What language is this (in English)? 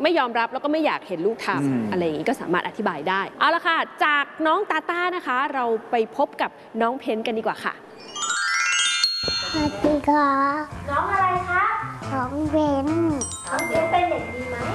Thai